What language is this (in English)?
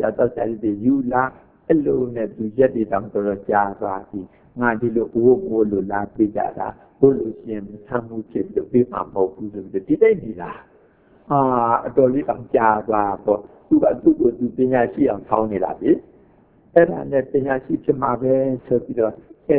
Burmese